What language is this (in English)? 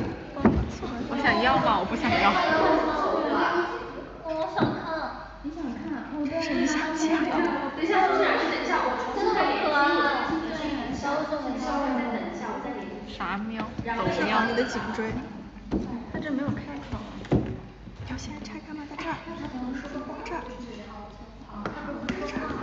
Chinese